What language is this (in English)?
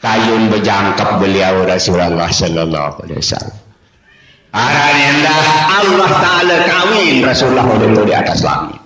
Sasak